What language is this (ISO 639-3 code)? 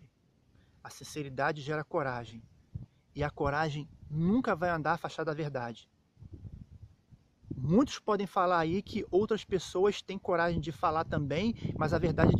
por